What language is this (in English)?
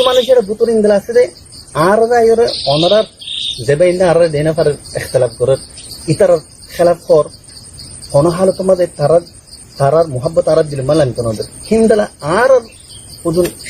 Rohingya